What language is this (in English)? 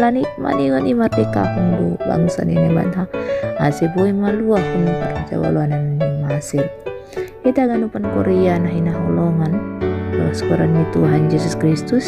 Batak Simalungun